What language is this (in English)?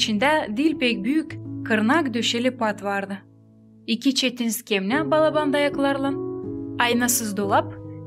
Gagauz